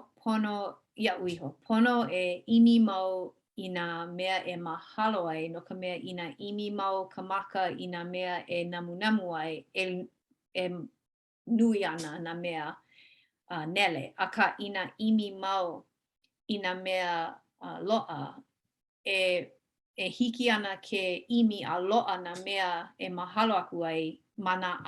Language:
Hawaiian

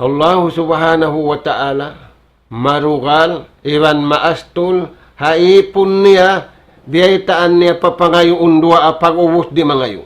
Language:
Tausug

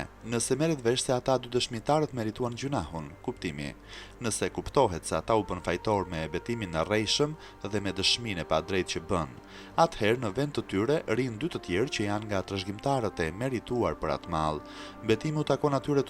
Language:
Albanian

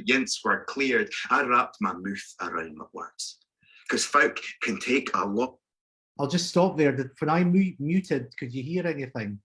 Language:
Scots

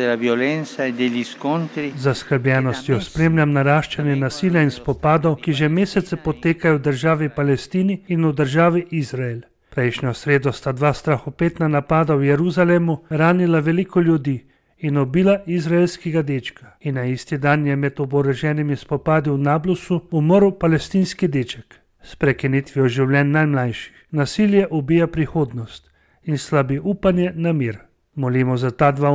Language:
Slovenian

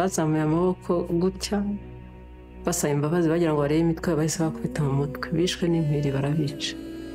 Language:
Kinyarwanda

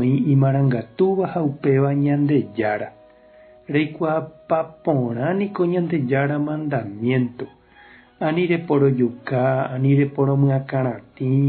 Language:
Guarani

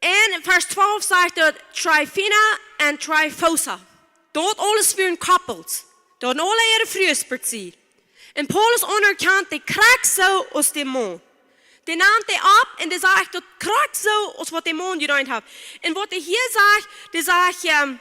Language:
Plautdietsch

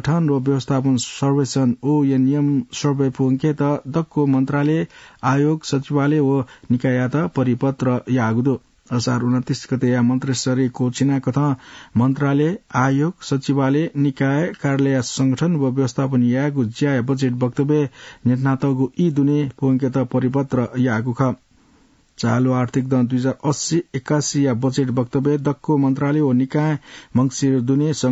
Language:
Newari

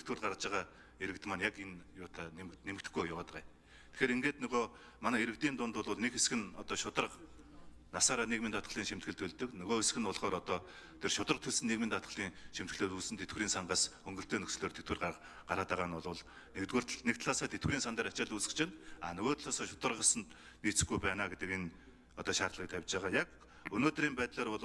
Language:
Mongolian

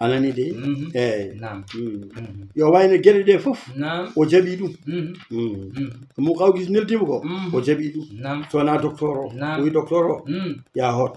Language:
Fula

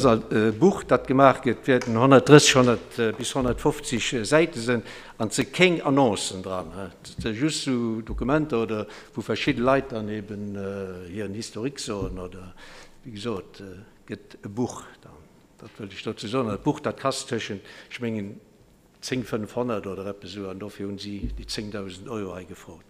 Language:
Luxembourgish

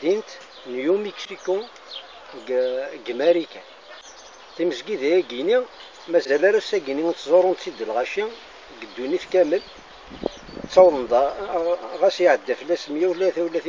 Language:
Kabyle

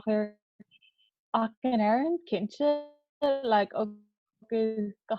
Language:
Irish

